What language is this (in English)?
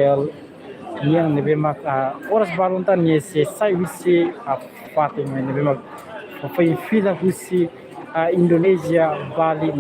Tetum